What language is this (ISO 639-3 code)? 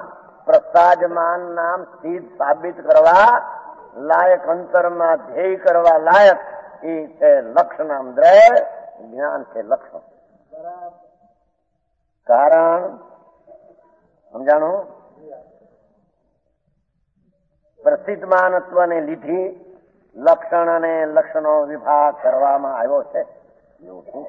guj